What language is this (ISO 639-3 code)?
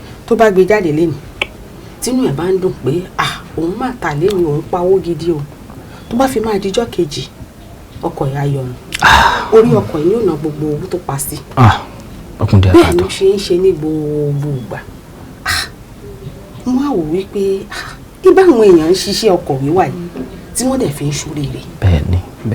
yor